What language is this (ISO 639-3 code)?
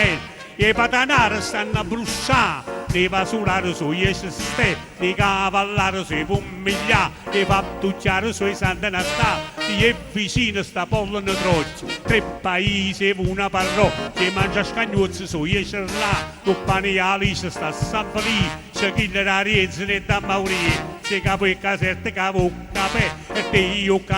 nap